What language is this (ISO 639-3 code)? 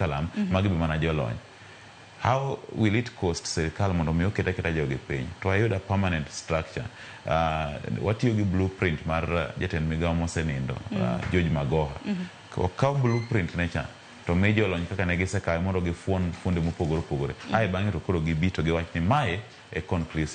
luo